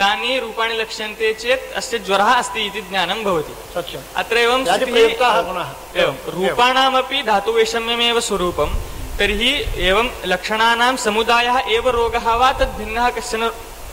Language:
Sanskrit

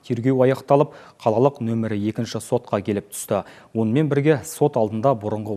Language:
Kazakh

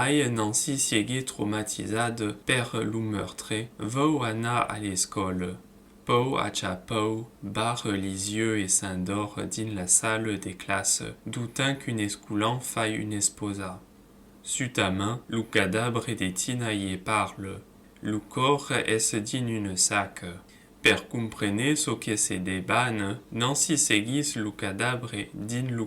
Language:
Occitan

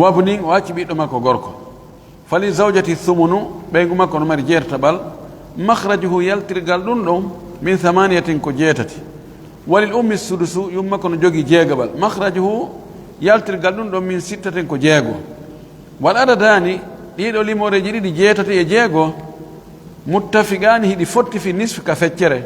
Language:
Pular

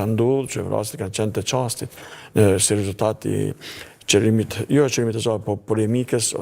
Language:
Albanian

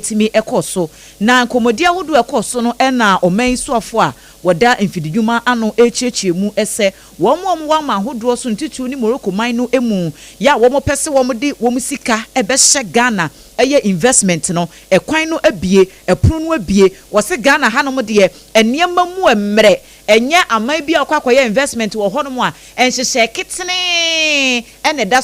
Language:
Akan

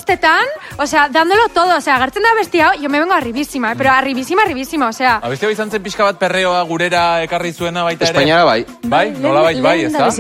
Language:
Basque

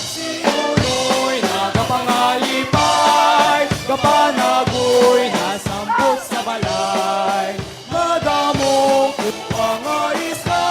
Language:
Hiligaynon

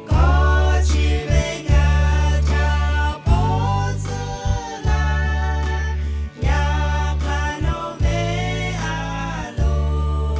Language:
Lahu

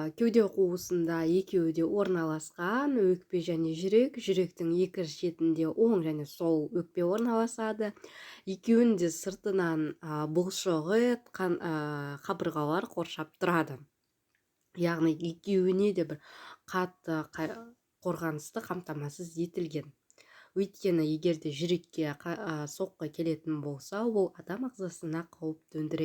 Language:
Kazakh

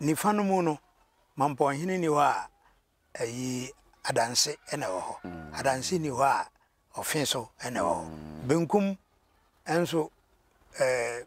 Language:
Akan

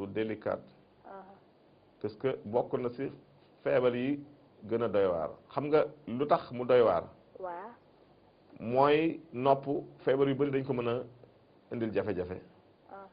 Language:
Wolof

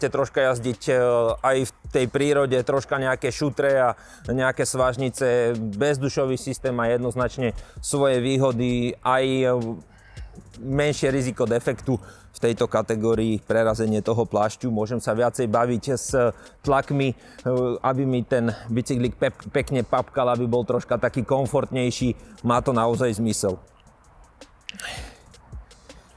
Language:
Slovak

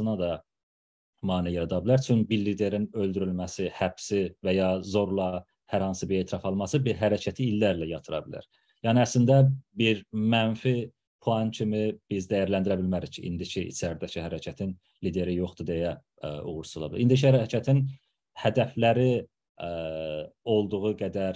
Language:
South Azerbaijani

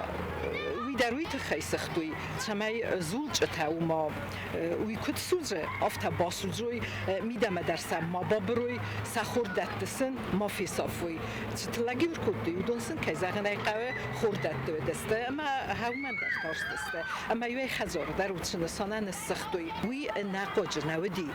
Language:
Ossetic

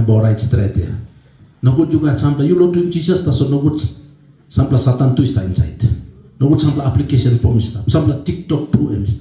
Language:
Tok Pisin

